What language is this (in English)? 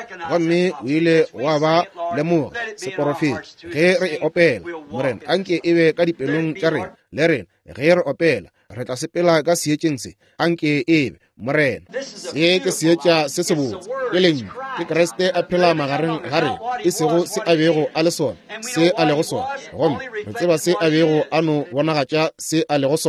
Northern Sotho